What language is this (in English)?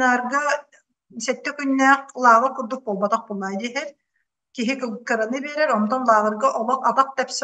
Yakut